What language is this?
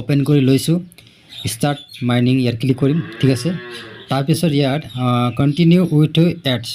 Assamese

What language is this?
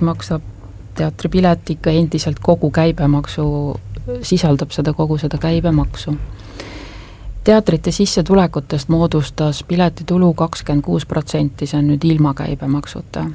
Estonian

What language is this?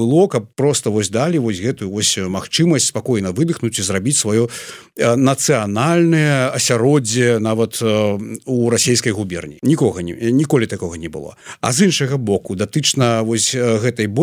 Belarusian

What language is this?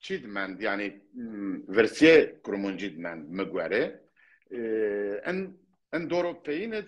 Zaza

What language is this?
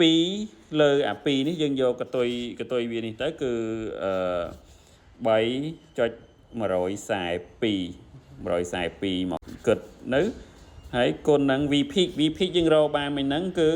Khmer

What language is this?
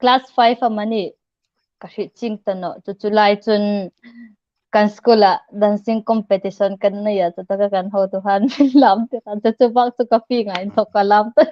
Hmar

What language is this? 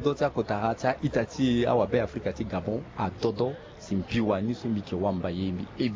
Sango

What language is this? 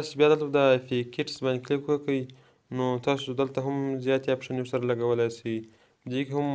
Pashto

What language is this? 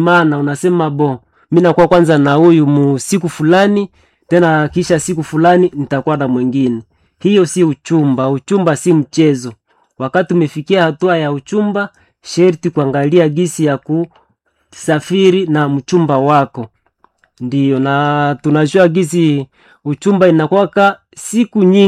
Swahili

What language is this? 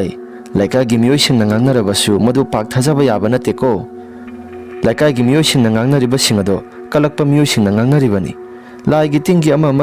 Manipuri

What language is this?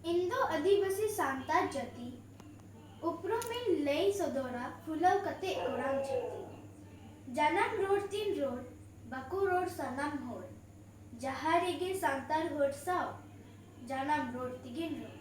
Santali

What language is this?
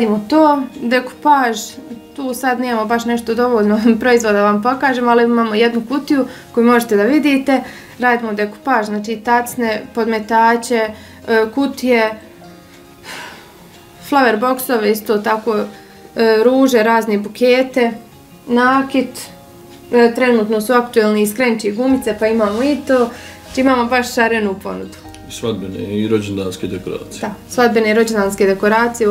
Bosnian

